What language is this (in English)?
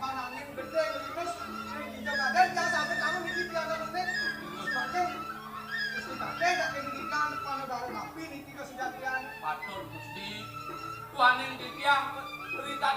Balinese